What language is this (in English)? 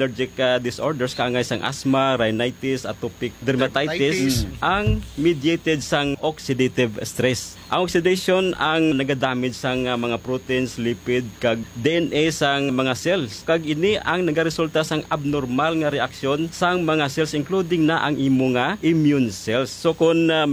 Hiligaynon